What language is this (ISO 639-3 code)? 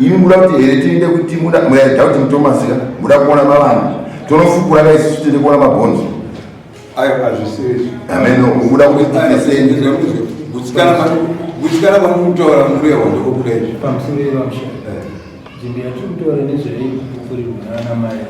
sna